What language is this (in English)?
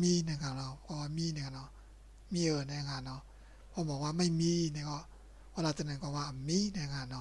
Shan